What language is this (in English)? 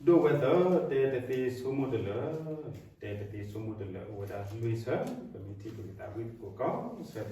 S'gaw Karen